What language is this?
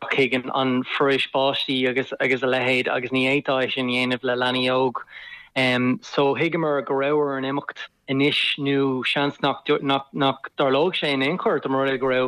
Irish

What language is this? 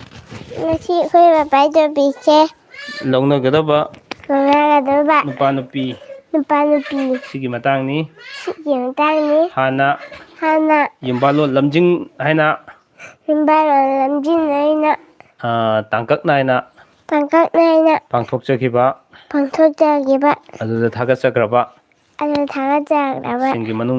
Manipuri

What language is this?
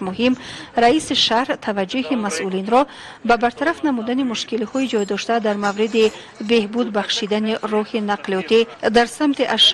Tajik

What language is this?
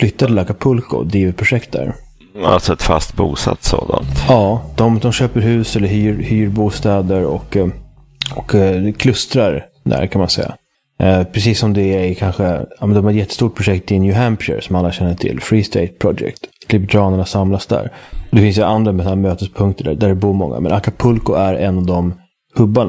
Swedish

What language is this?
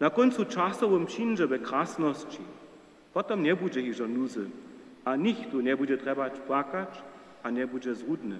Upper Sorbian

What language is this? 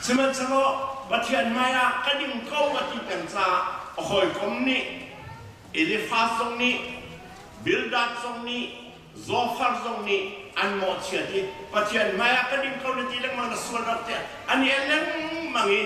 Hakha Chin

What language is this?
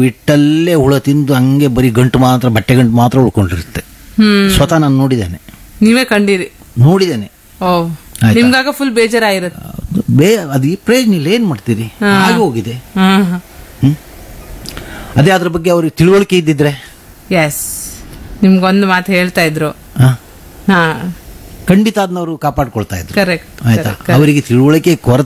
Kannada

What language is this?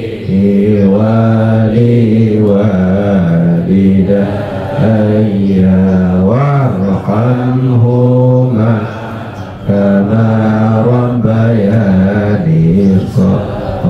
Achinese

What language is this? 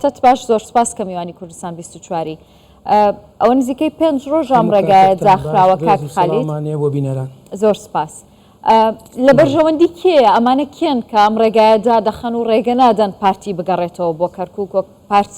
Central Kurdish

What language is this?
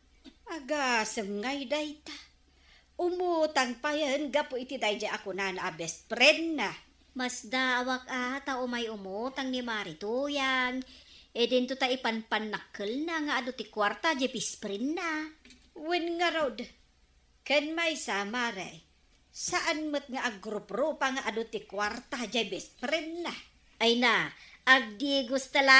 Iloko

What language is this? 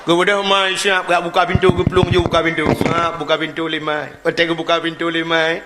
Achinese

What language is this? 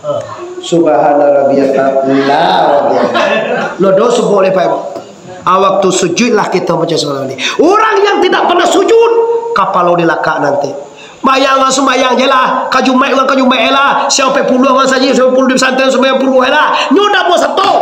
Minangkabau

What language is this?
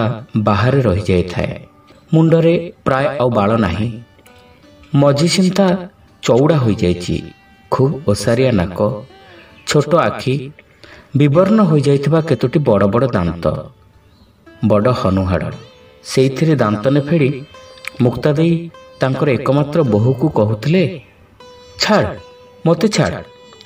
Odia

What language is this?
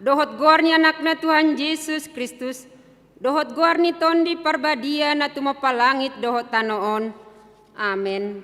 Batak Toba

